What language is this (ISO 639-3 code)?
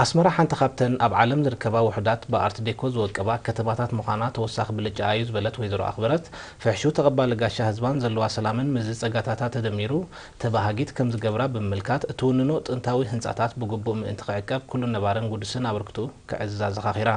tir